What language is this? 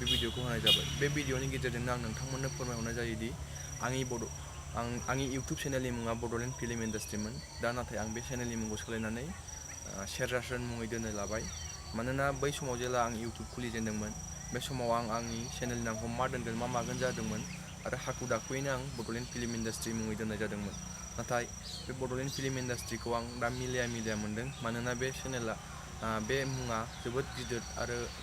Bodo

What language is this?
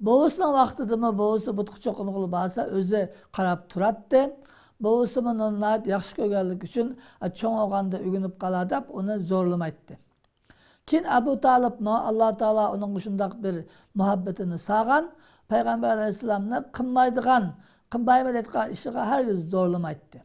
Uyghur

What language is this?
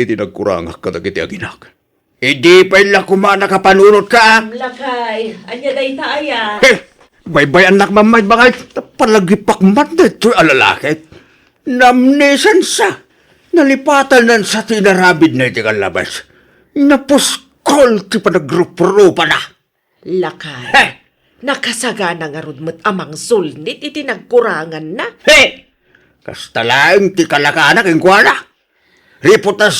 Iloko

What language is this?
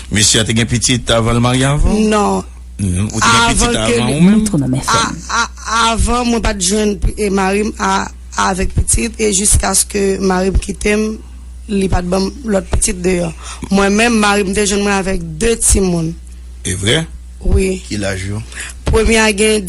Haitian Creole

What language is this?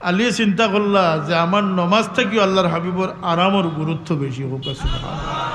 Sylheti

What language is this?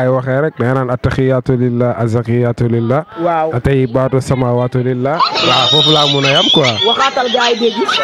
Wolof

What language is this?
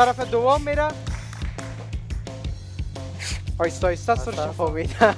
Persian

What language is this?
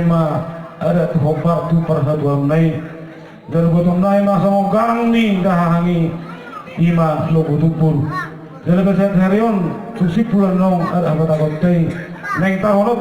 Batak Toba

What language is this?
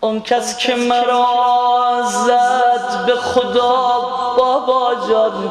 South Azerbaijani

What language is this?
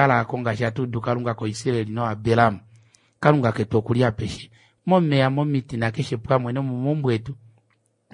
Kuanyama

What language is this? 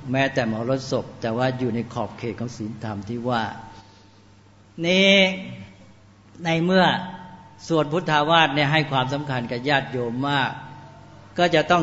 Thai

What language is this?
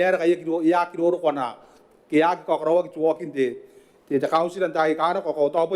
Gilbertese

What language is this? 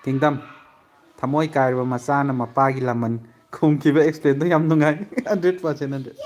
Manipuri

